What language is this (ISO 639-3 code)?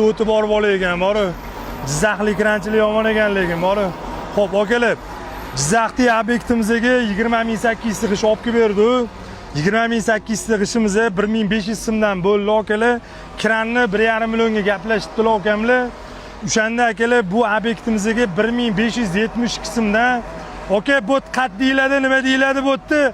uzb